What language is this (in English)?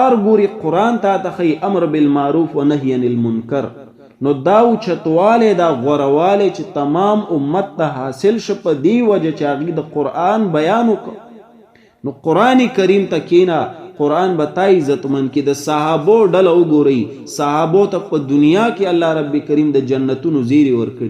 Pashto